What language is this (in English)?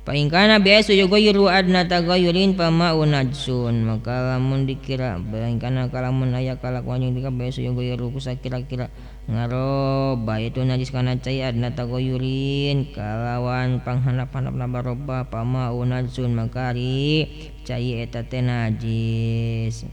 Sundanese